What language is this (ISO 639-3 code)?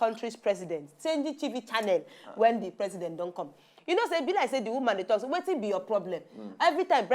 pcm